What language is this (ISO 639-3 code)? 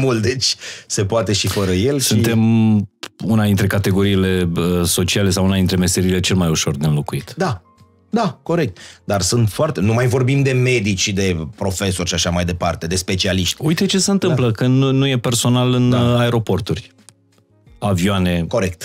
ron